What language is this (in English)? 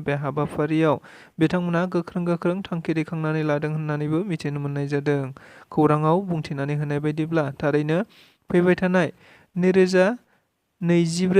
Bodo